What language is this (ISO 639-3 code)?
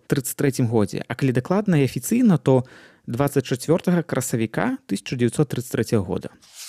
bel